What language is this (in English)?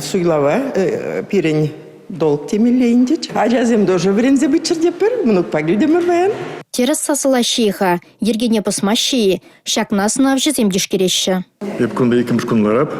Chuvash